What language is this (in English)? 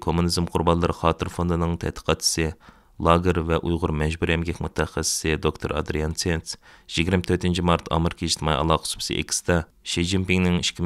Uyghur